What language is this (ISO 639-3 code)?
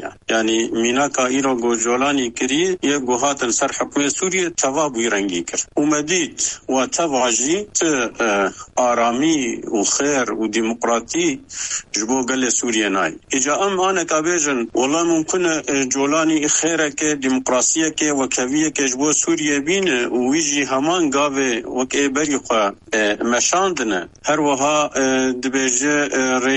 kur